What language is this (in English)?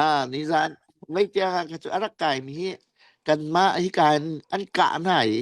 Falam Chin